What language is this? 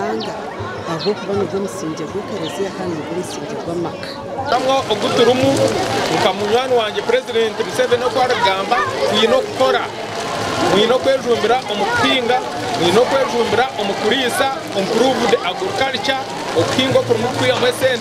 Nyankole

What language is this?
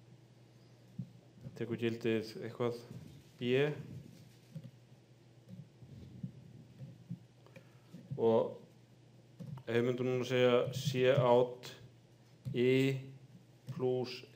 Icelandic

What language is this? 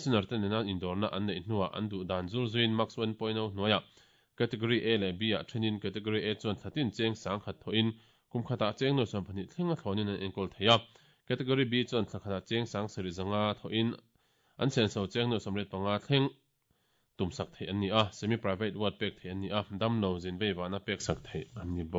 Mizo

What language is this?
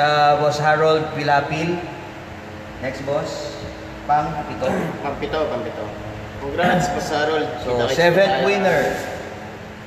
Filipino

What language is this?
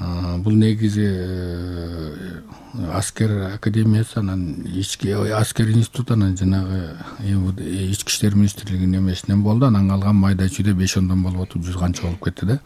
Kyrgyz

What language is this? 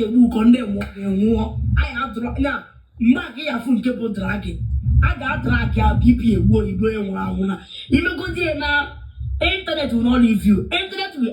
Igbo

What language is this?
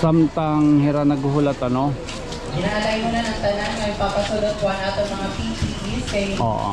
Waray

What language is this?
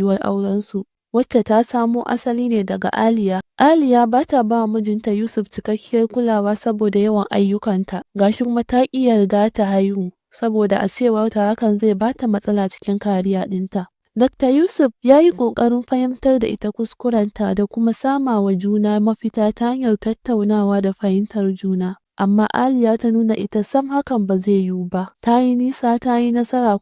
Hausa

